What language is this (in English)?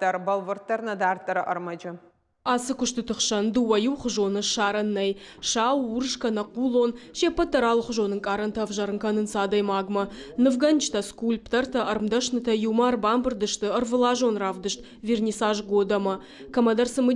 Ossetic